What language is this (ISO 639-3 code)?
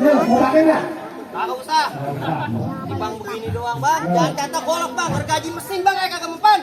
bew